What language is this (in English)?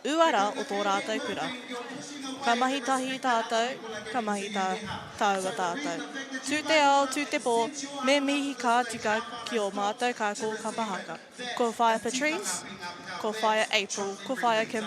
Māori